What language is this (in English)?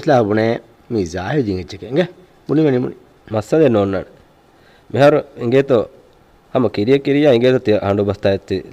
Divehi